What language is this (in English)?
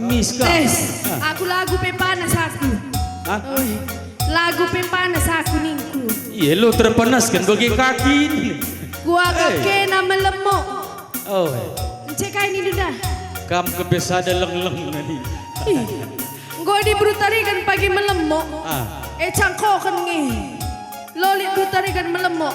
Batak Karo